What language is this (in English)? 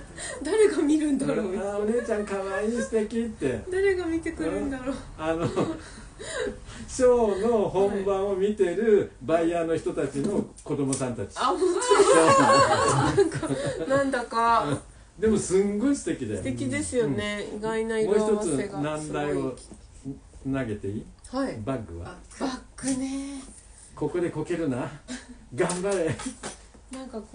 Japanese